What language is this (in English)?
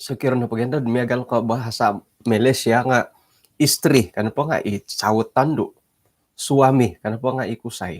Central Dusun